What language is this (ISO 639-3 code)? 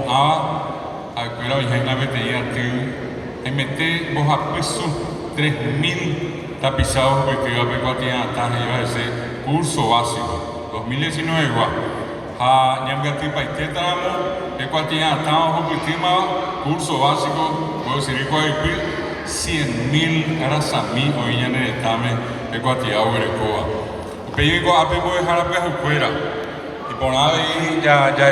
grn